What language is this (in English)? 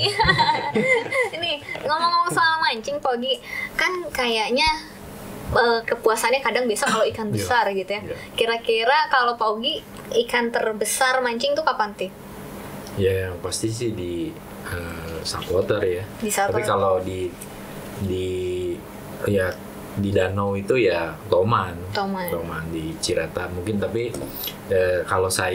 Indonesian